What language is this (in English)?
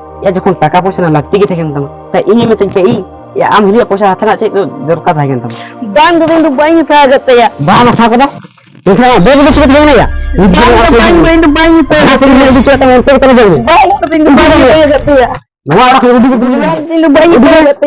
Santali